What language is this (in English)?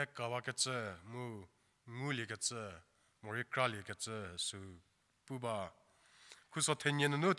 Angami Naga